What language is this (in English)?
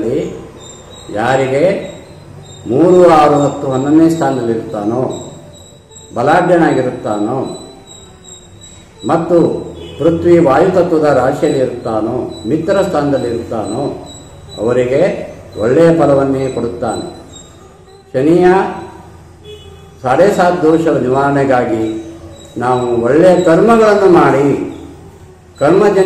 Kannada